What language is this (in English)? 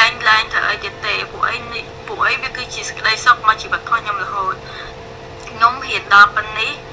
Khmer